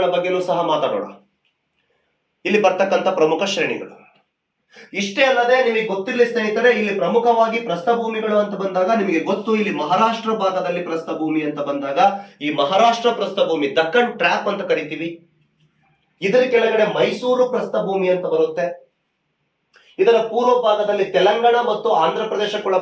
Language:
Kannada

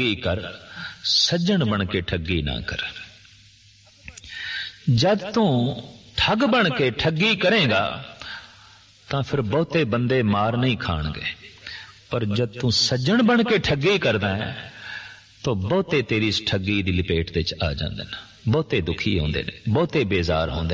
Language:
Punjabi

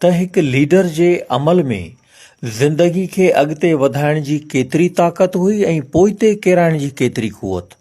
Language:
Sindhi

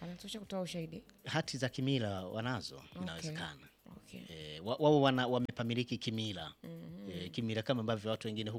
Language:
Swahili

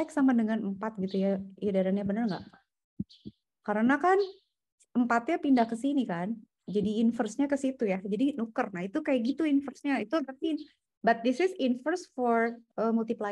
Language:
Indonesian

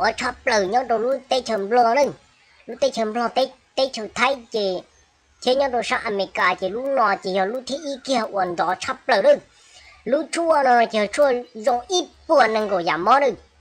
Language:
Hmong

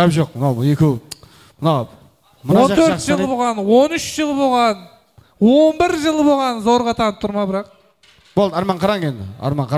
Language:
Kara-Kalpak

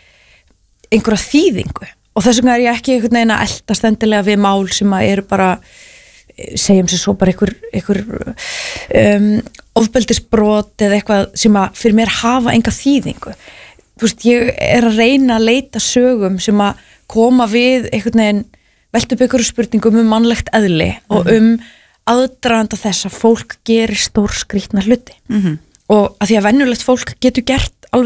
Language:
Icelandic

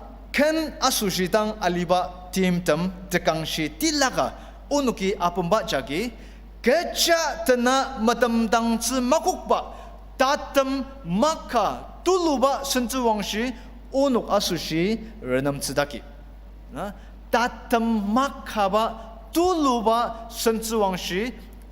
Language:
Ao Naga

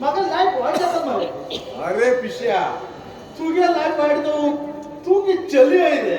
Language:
Konkani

